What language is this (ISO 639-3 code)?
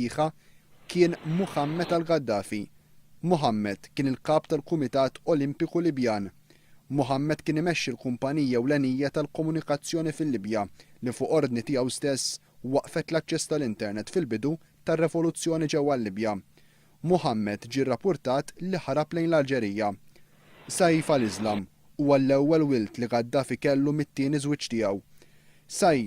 mlt